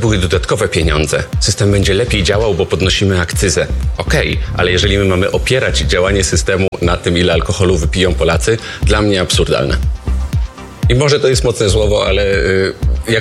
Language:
Polish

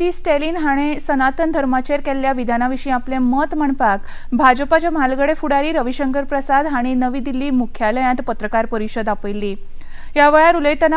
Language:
Konkani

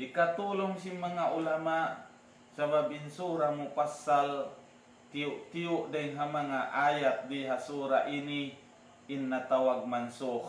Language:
Tausug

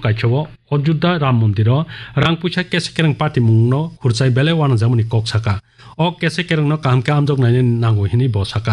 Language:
Kok Borok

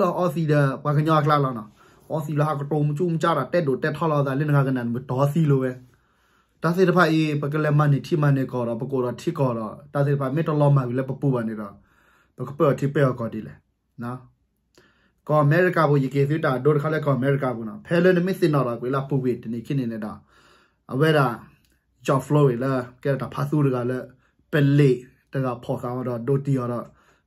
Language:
S'gaw Karen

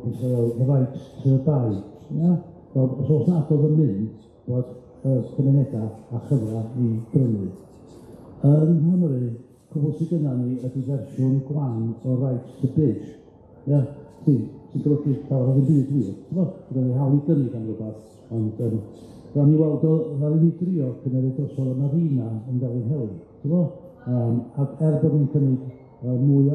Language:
Welsh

